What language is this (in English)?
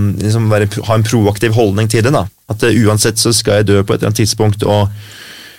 Norwegian